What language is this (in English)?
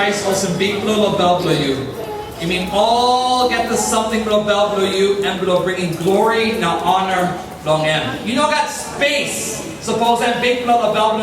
Tok Pisin